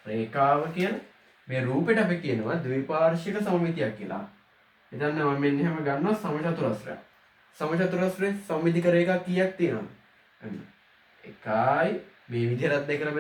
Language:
Sinhala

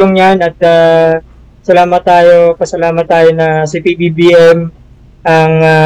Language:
Filipino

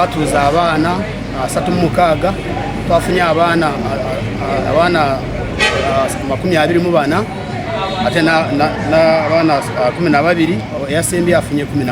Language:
Ganda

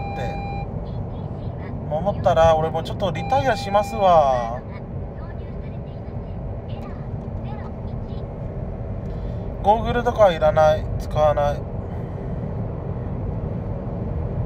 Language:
Japanese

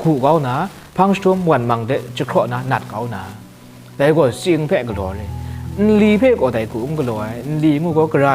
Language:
Kachin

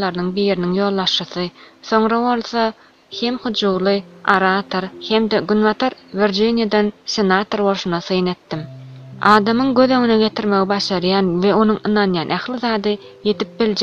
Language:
Turkmen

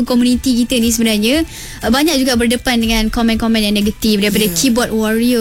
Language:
Malay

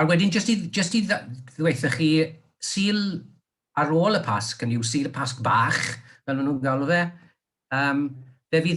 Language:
Welsh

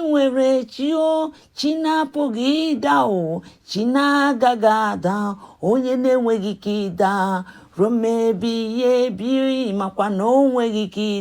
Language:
Igbo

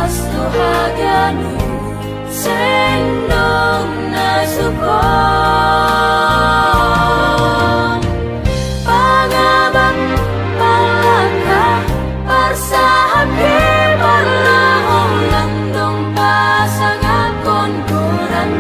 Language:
Batak Simalungun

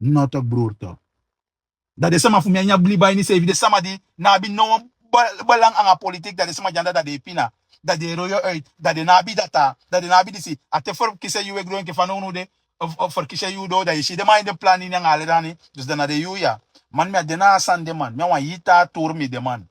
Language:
Sranan Tongo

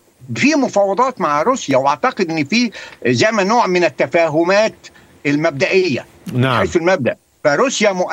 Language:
Egyptian Arabic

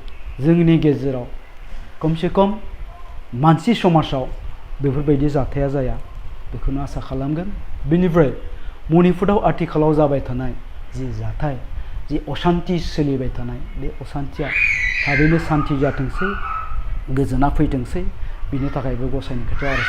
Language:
Bodo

